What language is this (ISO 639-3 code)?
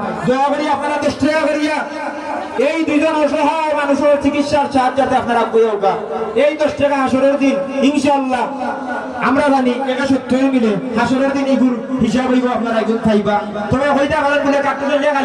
syl